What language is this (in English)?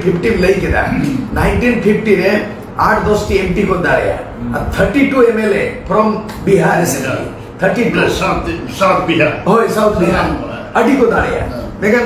Santali